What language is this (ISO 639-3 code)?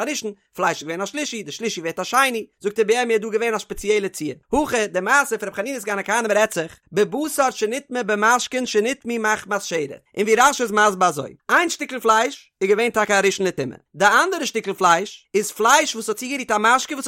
yid